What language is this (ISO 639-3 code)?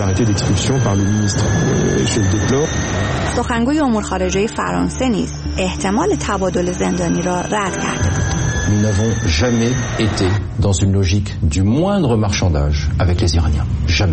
fas